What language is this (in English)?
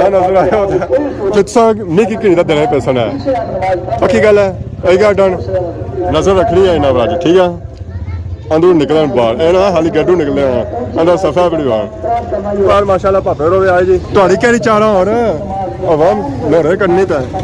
Pahari-Potwari